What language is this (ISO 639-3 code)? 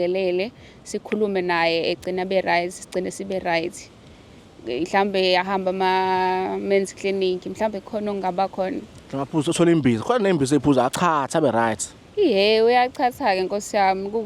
zul